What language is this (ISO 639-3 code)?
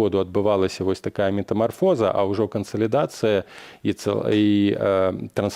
bel